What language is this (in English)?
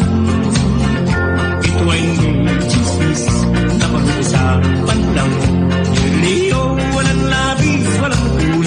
Filipino